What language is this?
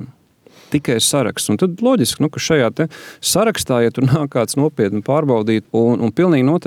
Latvian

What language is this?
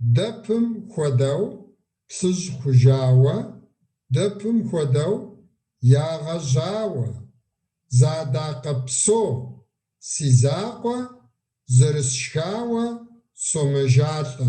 Kabardian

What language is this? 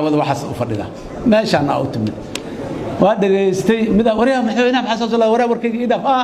Somali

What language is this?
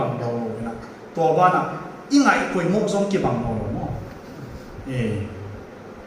Tedim Chin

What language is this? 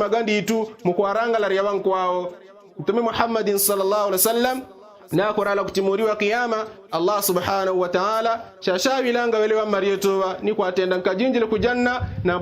Yao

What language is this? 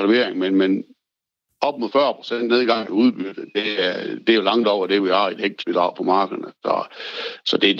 Danish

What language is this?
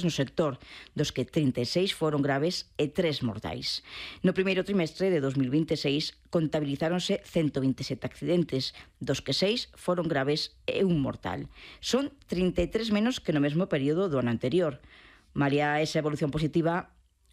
Galician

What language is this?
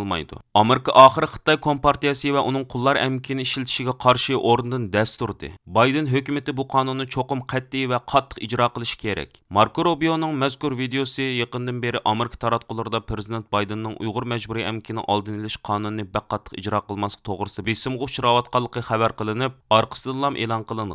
Uyghur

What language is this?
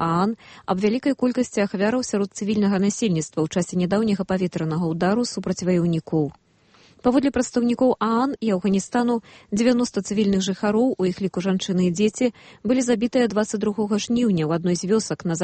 Belarusian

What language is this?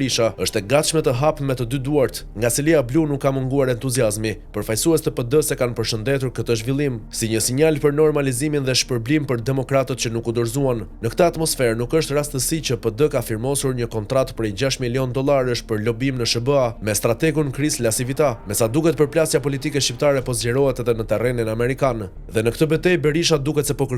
Albanian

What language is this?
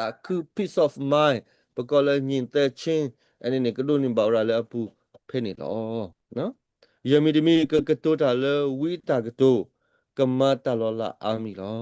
S'gaw Karen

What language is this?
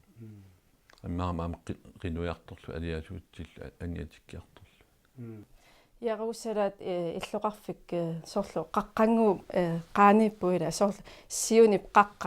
Kalaallisut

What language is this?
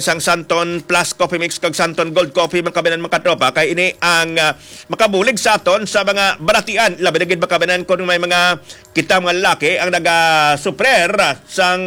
Hiligaynon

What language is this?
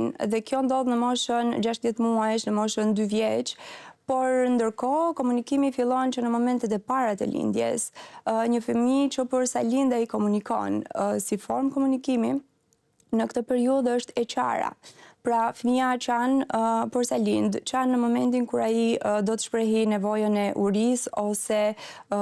Albanian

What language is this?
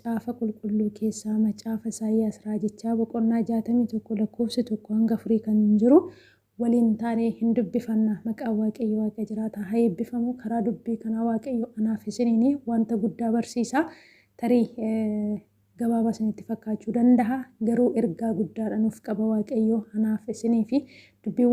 Oromo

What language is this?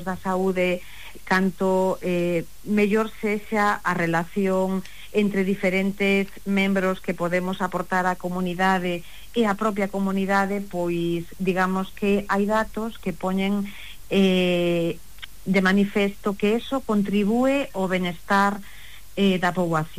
Galician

